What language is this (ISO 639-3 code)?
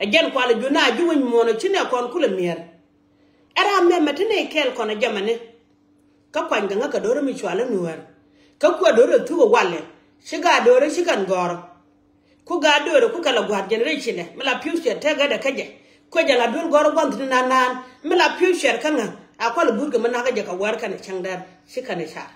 nus